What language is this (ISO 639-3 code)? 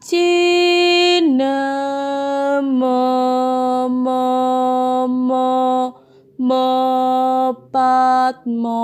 jav